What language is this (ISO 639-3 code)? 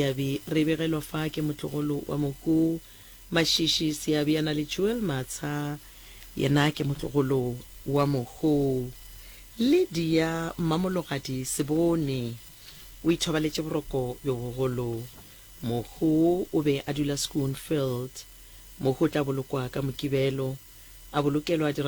nso